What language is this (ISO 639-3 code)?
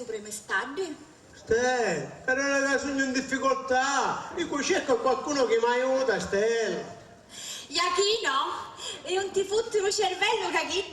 scn